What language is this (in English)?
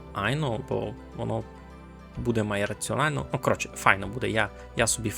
Rusyn